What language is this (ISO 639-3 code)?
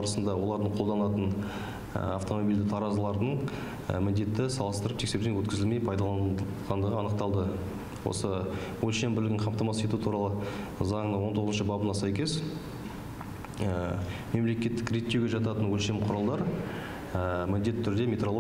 kaz